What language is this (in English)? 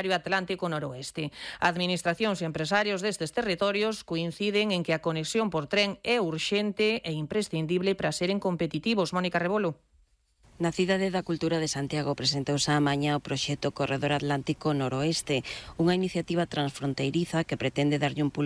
Galician